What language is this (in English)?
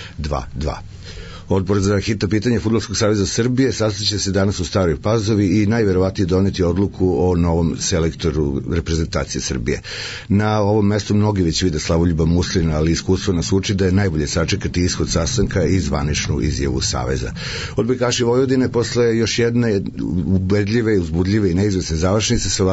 Serbian